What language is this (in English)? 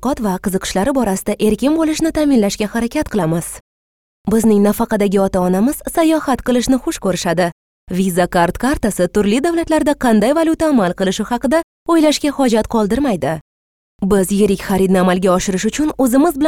Uzbek